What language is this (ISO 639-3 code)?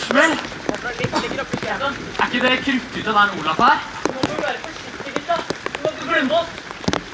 nor